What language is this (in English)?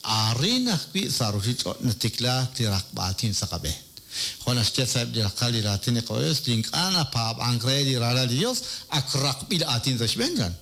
Kekchí